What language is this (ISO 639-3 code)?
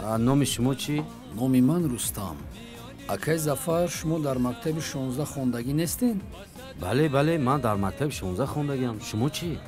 tgk